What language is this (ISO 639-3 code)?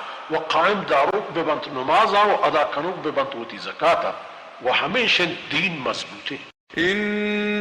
bal